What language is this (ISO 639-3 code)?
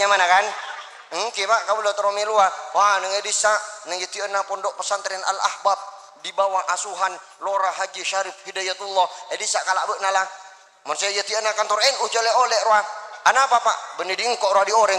mad